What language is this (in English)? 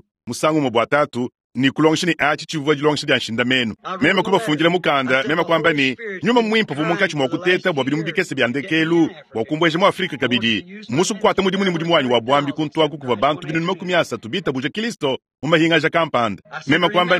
Luba-Lulua